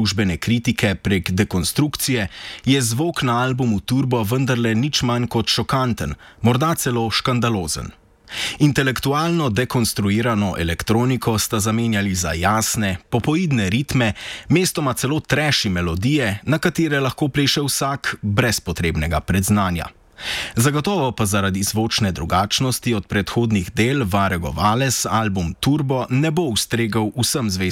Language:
Slovenian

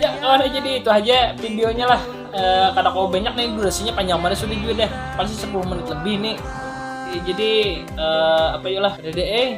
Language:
Banjar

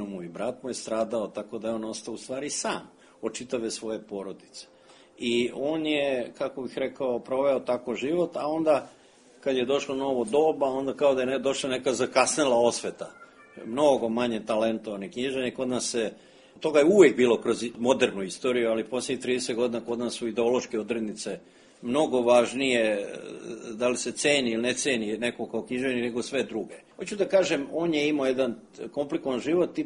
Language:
Serbian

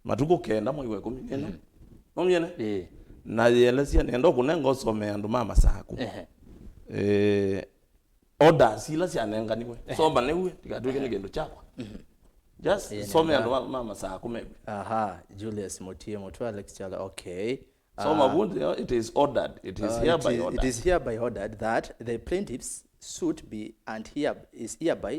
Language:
Kamba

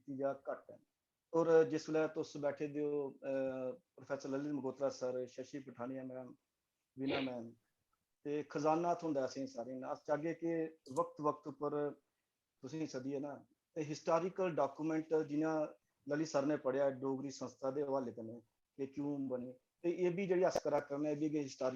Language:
Dogri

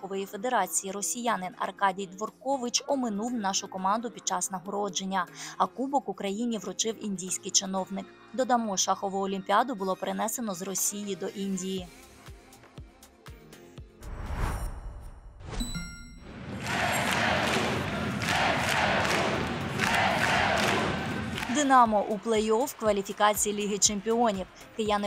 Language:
Ukrainian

